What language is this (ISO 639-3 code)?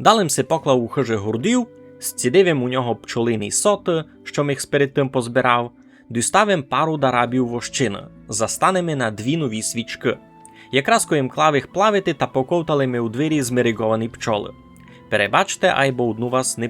rue